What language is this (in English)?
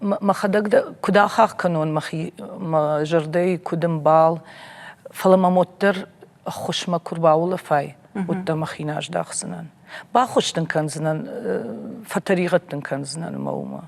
Ossetic